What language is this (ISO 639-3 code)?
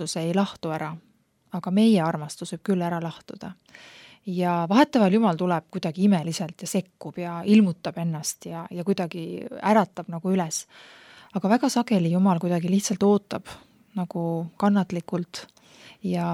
est